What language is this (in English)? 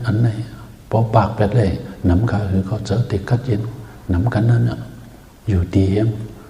Shan